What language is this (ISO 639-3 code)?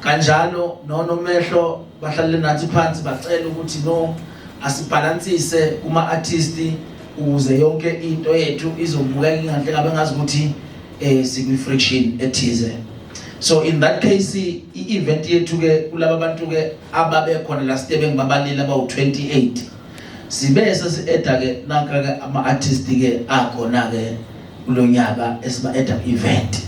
zul